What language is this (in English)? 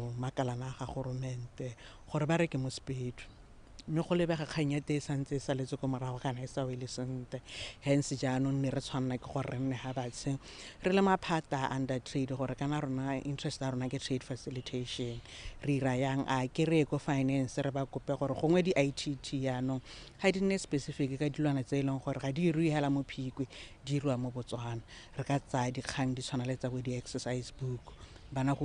Tswana